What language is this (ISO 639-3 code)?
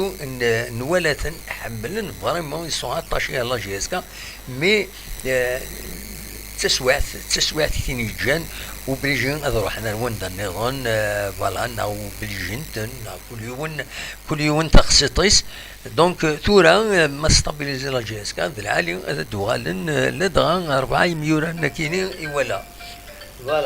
kab